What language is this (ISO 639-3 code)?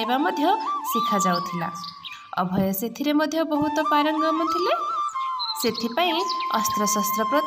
ori